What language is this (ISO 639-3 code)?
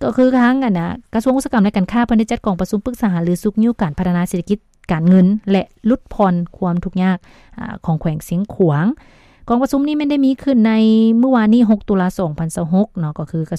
lao